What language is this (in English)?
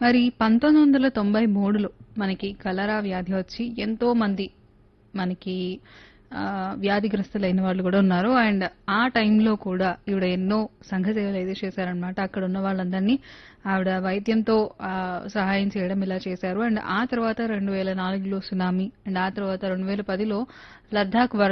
Telugu